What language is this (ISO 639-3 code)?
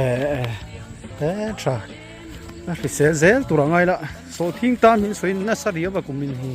lus